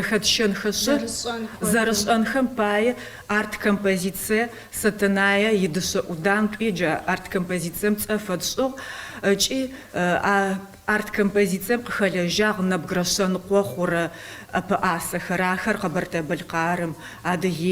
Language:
Kabardian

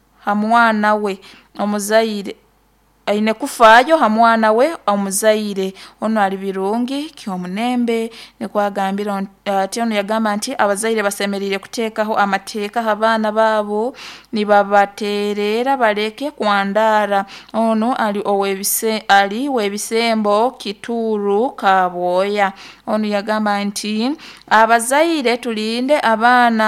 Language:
Nyoro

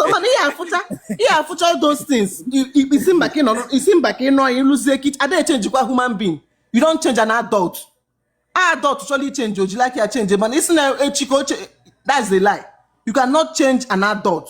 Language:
Igbo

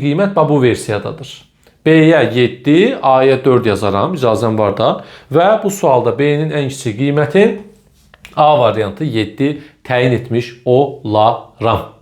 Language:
Azerbaijani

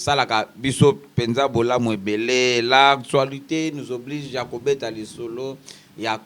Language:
Lingala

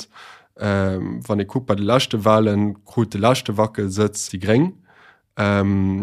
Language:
Luxembourgish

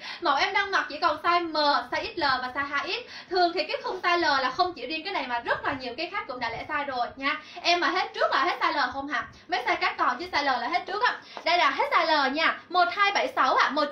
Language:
Vietnamese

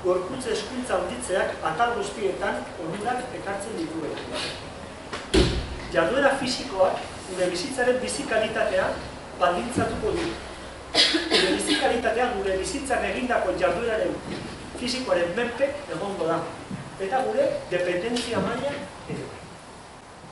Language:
Basque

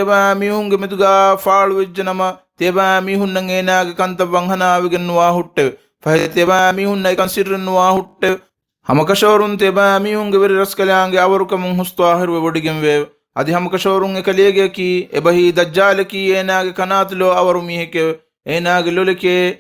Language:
Divehi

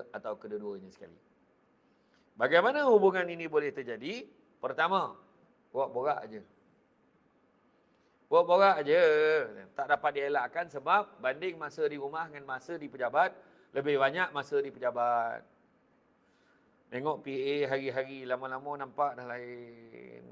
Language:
Malay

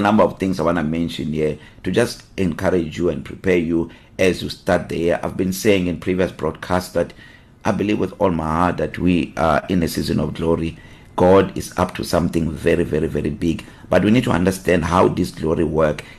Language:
English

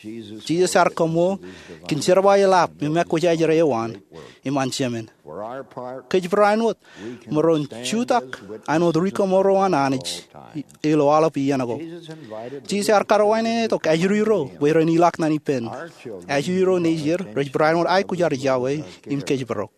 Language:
Marshallese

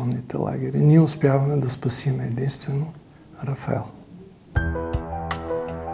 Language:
Bulgarian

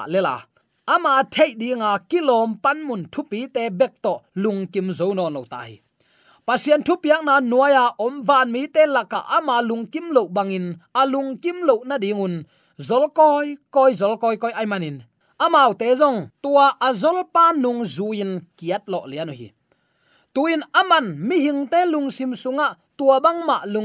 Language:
Tedim Chin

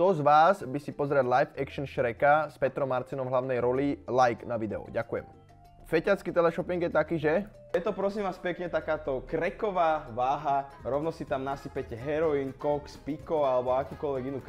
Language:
Slovak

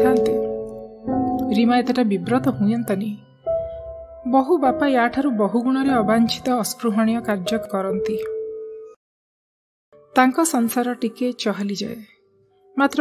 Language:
Odia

